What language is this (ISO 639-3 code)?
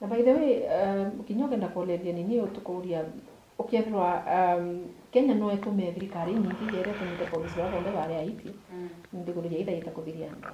mer